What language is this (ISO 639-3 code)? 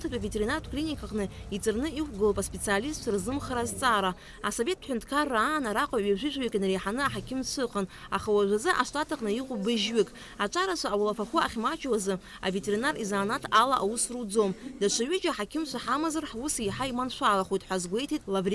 abk